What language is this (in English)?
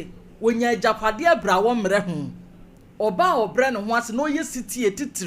Akan